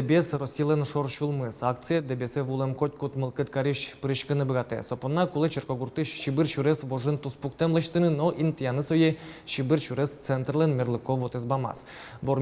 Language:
Udmurt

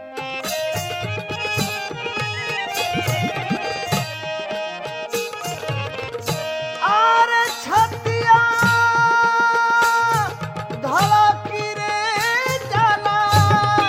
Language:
Bhojpuri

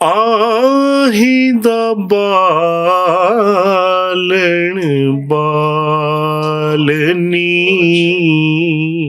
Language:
Western Panjabi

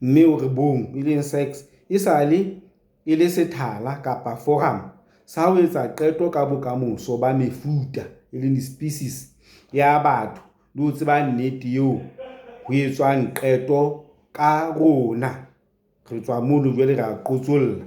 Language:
Southern Sotho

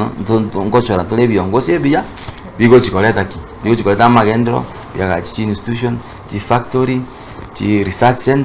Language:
Gusii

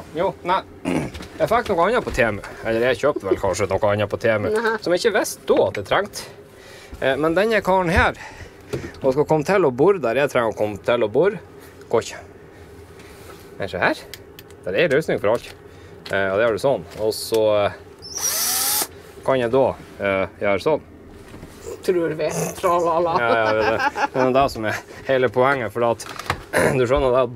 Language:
Norwegian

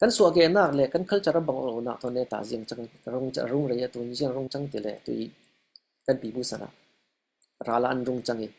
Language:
Falam Chin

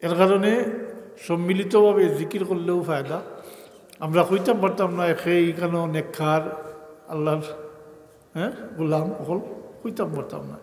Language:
Sylheti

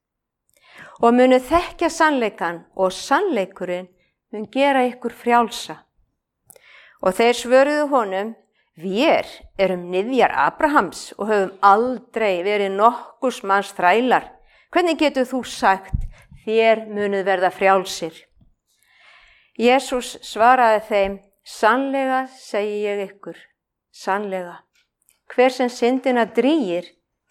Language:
Icelandic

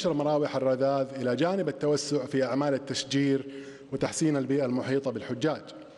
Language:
Arabic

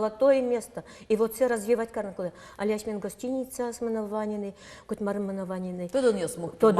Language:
Udmurt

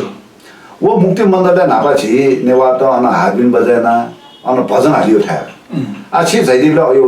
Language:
Newari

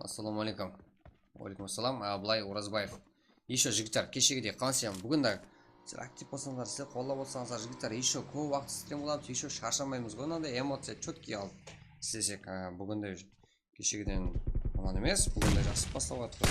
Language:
Kara-Kalpak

